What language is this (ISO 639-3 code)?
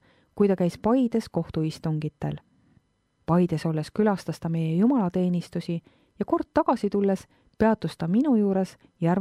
est